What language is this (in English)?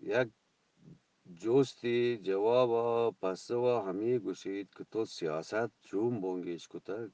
Eastern Balochi